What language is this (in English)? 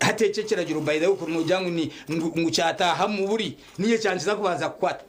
Nyankole